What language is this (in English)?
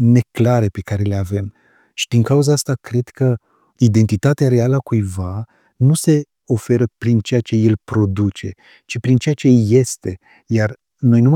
Romanian